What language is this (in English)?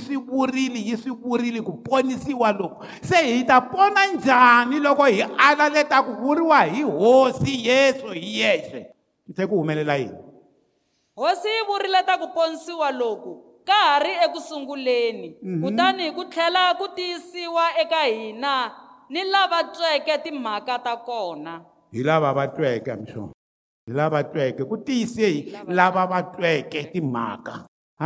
Tsonga